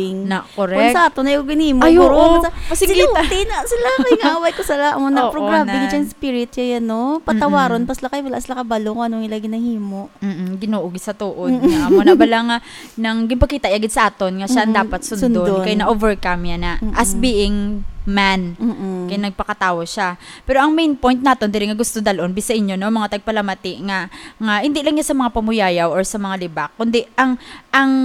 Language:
Hiligaynon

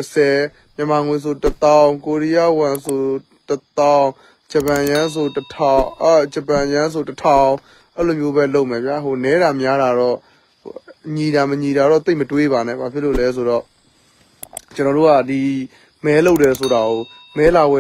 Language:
Burmese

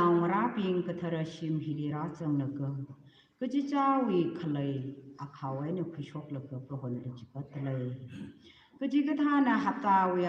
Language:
Tangkhul Naga (India)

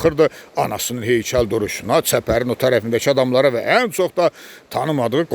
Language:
Azerbaijani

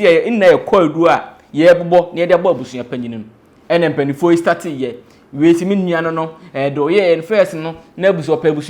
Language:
Akan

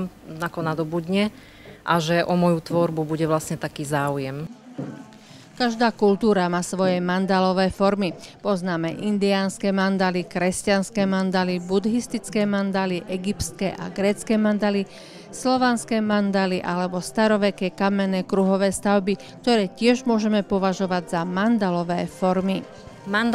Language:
Slovak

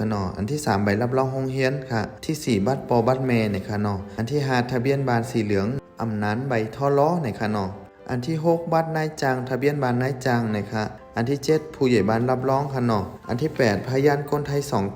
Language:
Shan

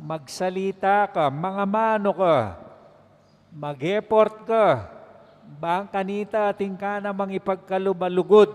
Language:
Pampanga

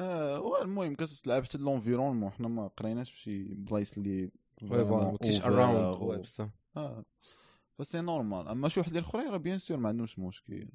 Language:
Moroccan Arabic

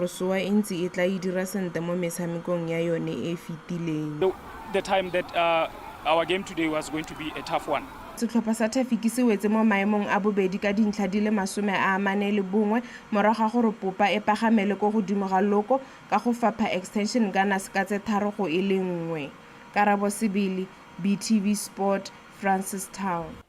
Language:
Tswana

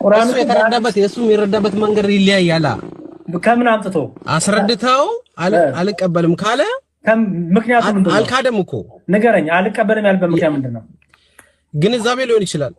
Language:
Amharic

